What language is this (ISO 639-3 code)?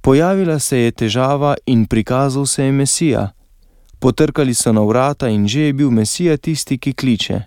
slv